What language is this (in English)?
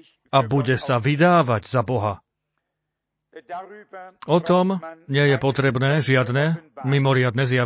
Slovak